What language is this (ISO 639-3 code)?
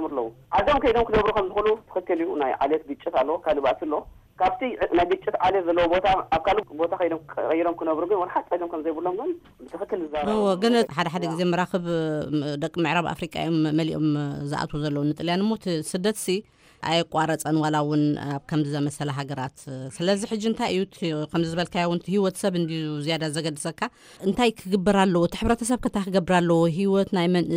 tir